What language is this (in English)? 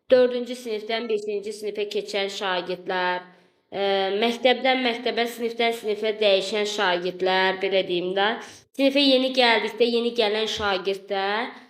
Azerbaijani